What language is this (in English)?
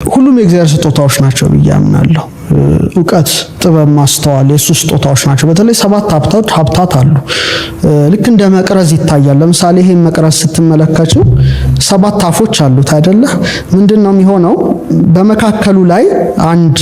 Amharic